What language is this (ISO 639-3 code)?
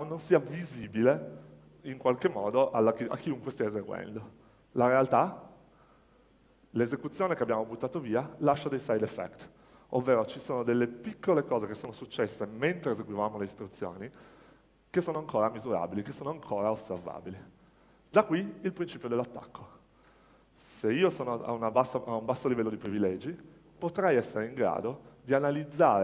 ita